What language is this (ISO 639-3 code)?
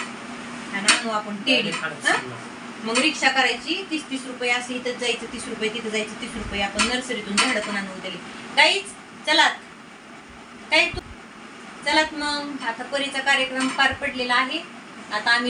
mar